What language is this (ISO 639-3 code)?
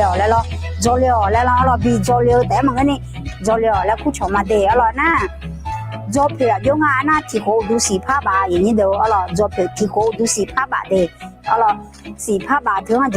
ahk